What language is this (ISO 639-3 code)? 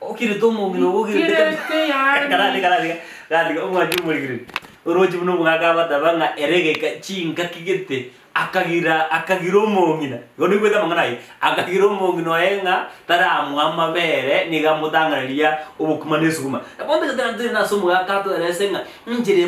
guz